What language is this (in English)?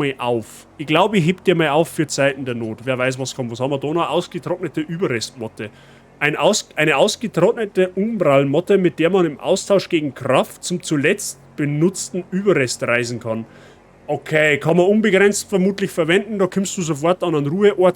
Bavarian